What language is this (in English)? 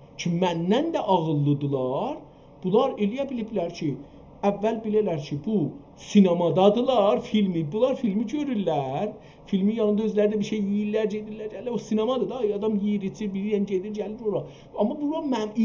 South Azerbaijani